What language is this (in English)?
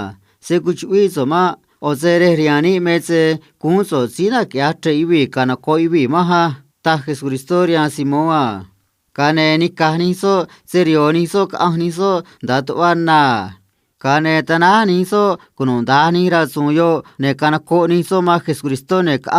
Copala Triqui